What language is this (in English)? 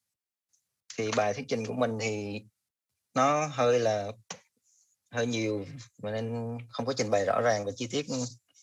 Vietnamese